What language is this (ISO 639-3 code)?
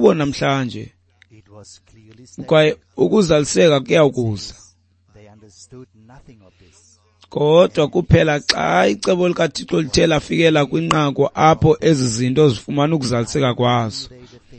xho